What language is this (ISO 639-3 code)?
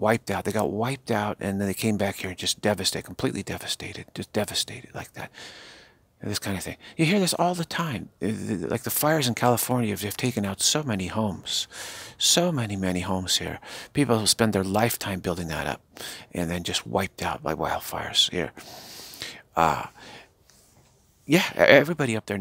eng